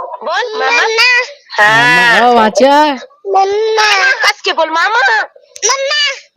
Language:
Chhattisgarhi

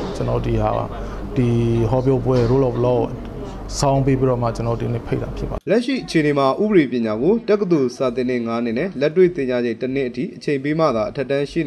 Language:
Burmese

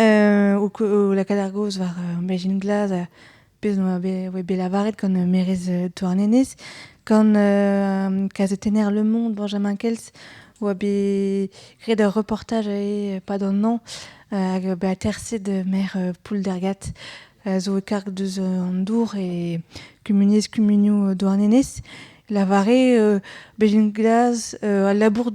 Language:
Breton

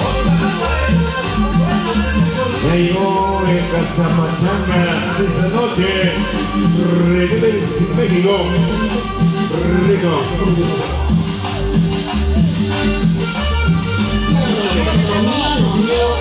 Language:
Spanish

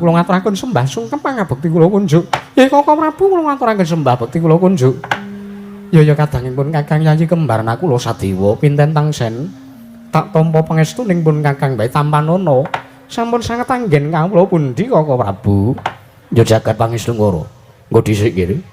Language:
Javanese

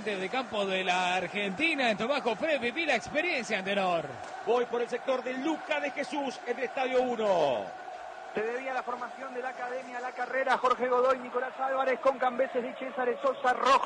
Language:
Spanish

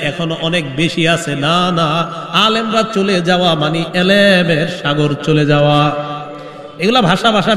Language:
Bangla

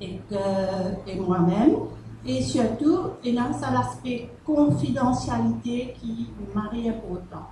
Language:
Morisyen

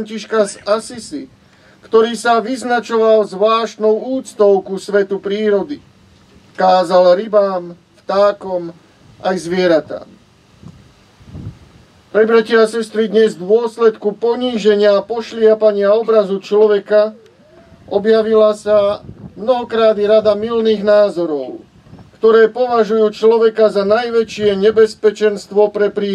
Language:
Slovak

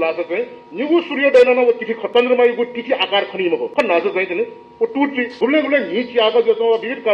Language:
Newari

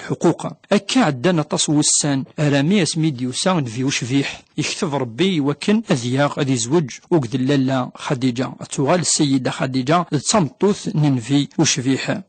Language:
Kabyle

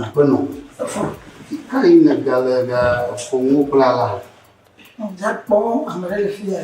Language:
Ewe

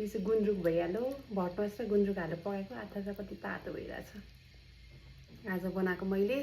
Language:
Nepali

